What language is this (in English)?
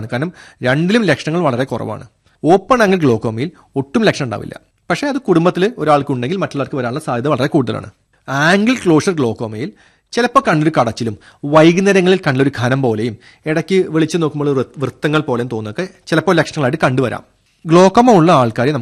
Malayalam